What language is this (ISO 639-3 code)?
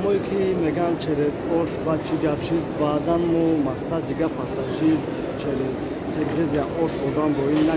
tgk